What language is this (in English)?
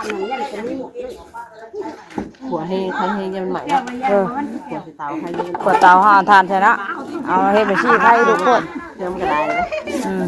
Northeastern Thai